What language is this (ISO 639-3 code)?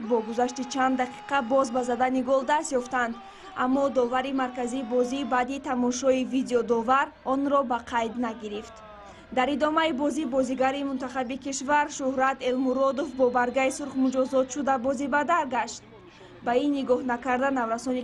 tgk